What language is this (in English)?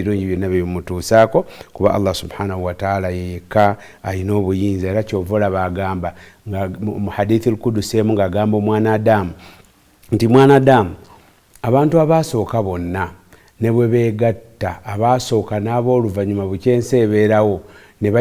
Ganda